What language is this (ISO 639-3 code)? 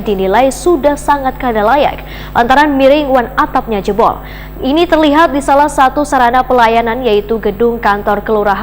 bjn